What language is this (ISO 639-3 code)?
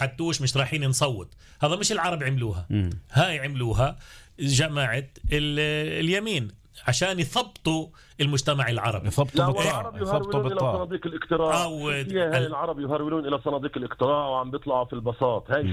apc